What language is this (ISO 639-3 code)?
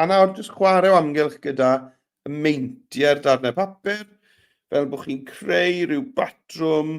cym